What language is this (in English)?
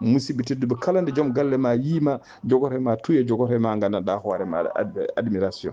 Fula